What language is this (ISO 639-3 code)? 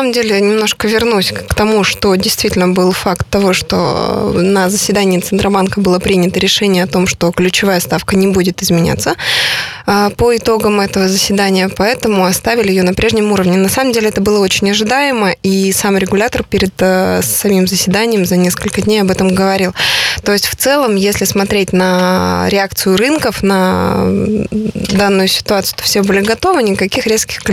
rus